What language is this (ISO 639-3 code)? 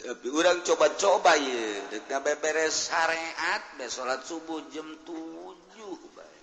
sun